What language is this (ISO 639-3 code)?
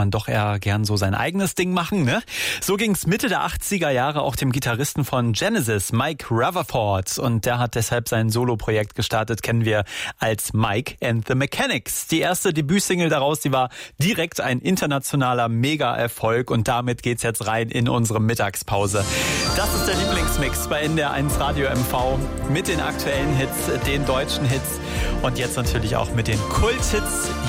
deu